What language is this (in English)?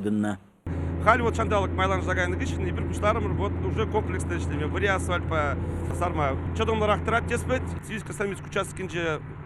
Chuvash